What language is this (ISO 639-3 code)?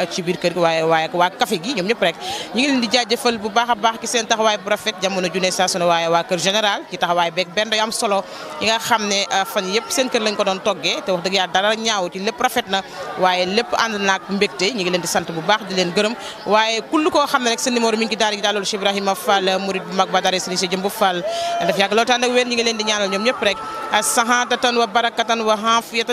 wol